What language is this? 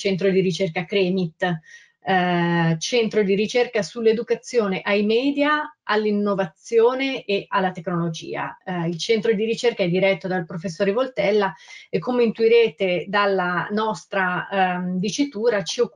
Italian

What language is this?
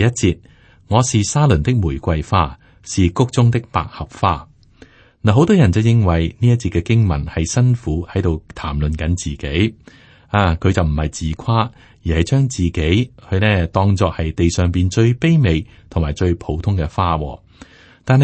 Cantonese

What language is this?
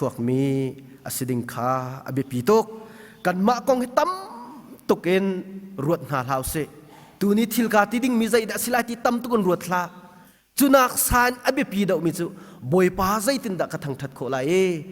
Hakha Chin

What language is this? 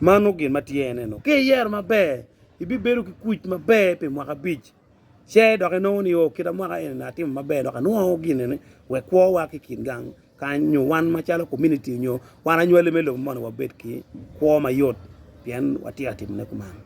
Acoli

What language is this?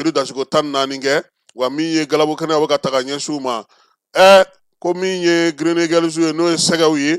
Bambara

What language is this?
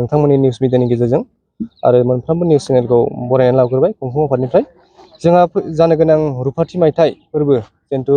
Bodo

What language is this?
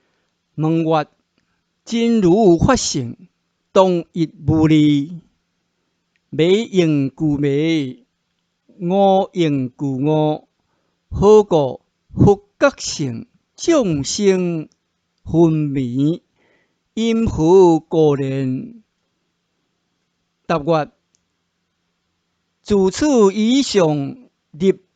Min Nan Chinese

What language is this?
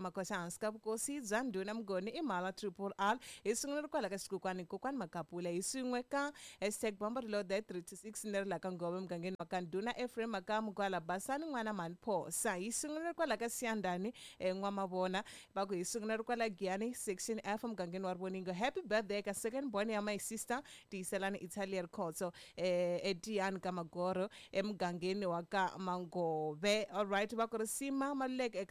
Tsonga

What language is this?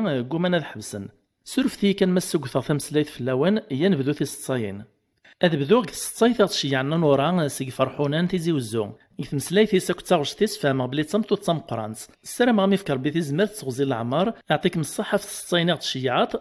Kabyle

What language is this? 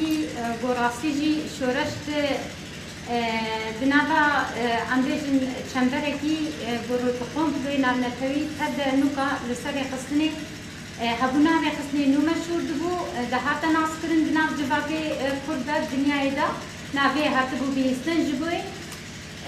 Kurdish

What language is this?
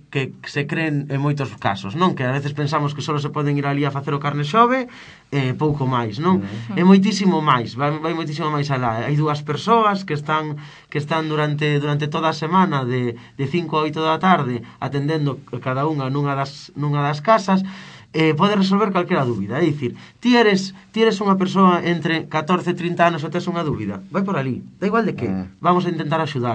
Galician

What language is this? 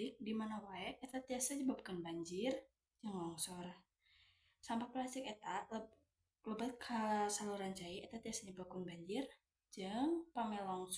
Sundanese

